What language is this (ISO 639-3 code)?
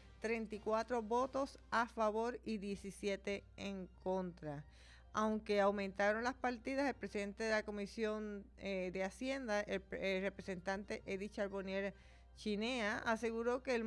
spa